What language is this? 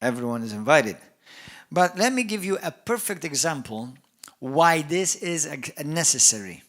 English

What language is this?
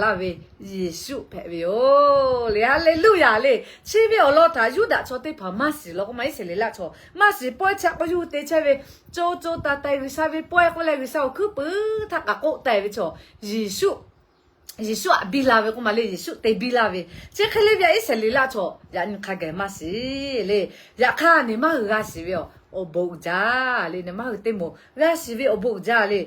Lahu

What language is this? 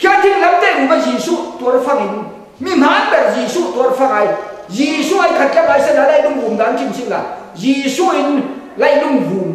Falam Chin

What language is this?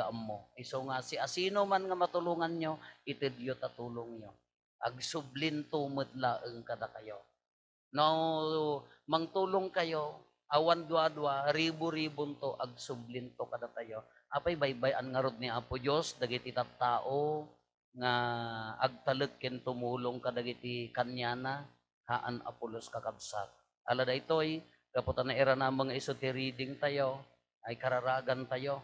Iloko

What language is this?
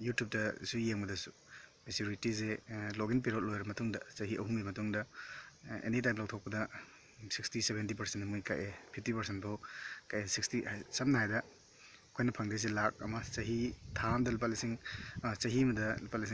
Manipuri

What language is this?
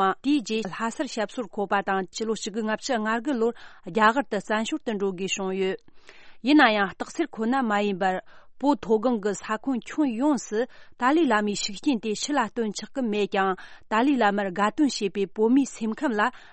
Tibetan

